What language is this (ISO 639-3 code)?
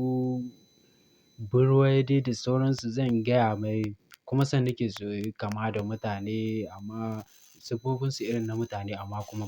hau